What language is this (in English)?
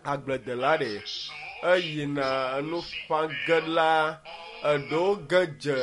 Ewe